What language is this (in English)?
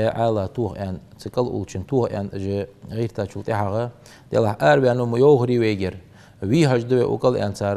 Ingush